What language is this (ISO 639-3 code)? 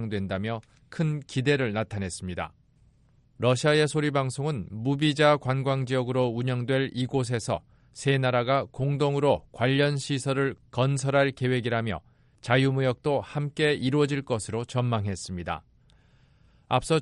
kor